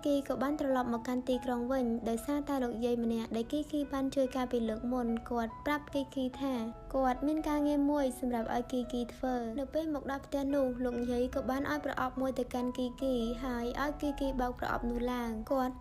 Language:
Khmer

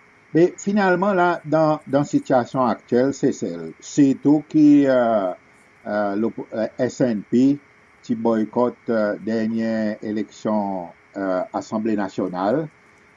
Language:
Seselwa Creole French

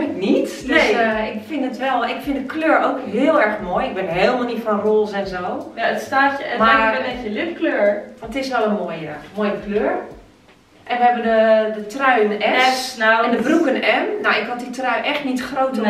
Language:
Dutch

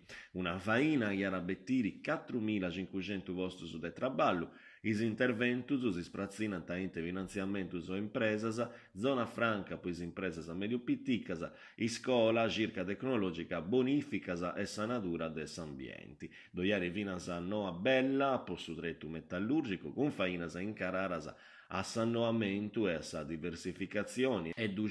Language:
Sardinian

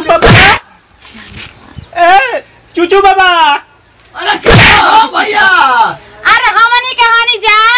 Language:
Bhojpuri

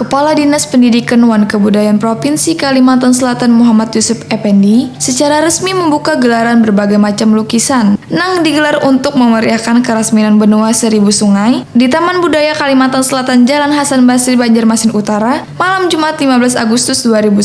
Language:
Banjar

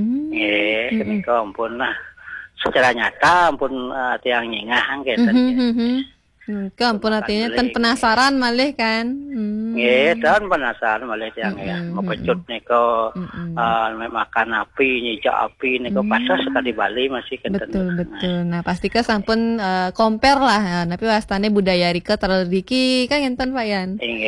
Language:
Balinese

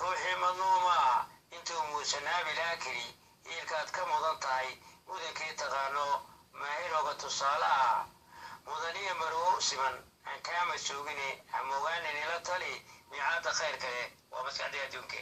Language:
Somali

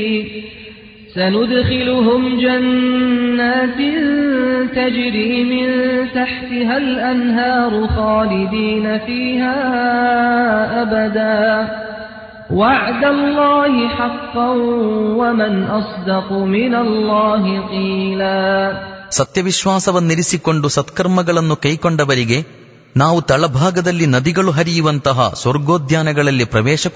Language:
Kannada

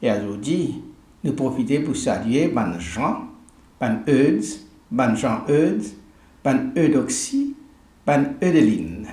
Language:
Morisyen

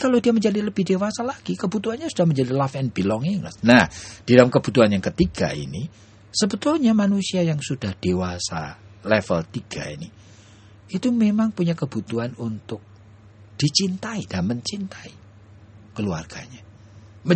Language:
Indonesian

